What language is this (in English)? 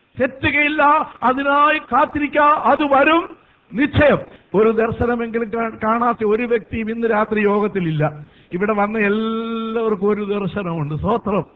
Malayalam